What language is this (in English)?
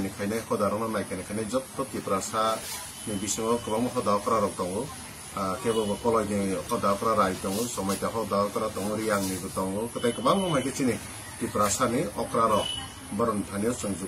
Kok Borok